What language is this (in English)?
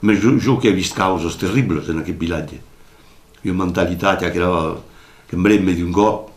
Occitan